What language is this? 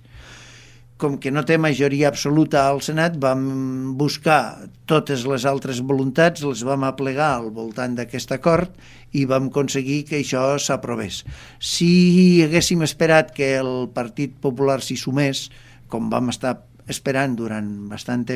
Catalan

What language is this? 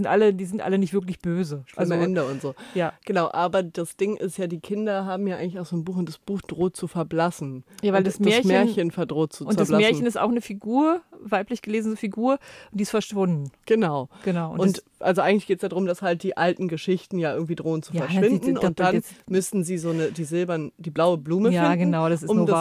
German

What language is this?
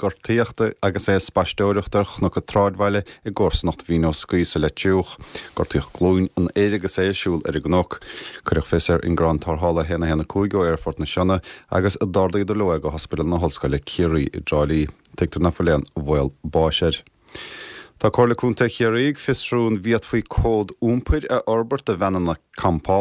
Irish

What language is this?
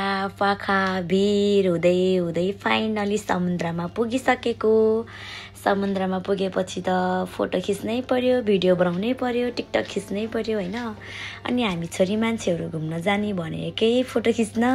Nepali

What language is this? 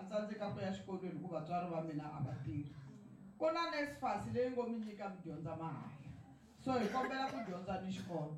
Tsonga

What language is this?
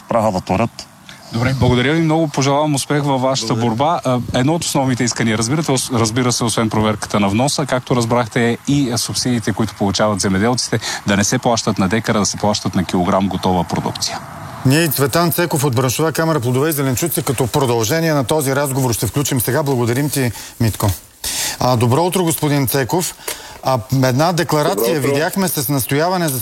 Bulgarian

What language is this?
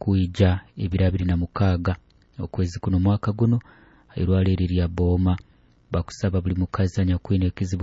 Nyoro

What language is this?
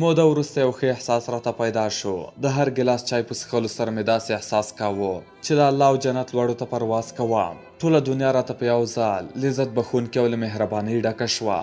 Pashto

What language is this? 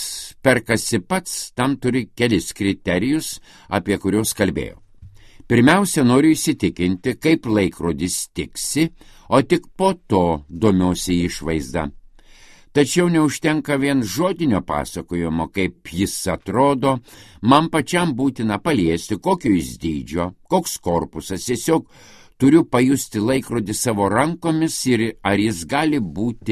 Lithuanian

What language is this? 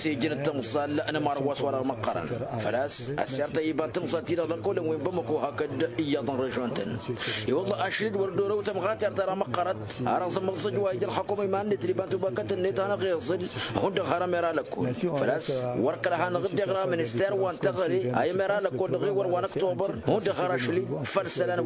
Tamasheq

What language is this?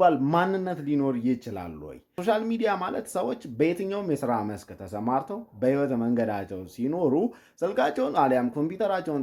Amharic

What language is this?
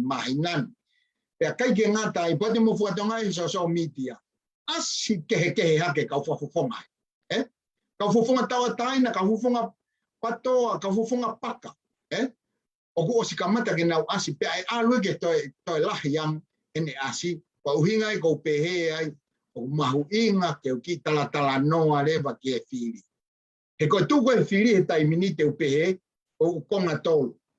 Tongan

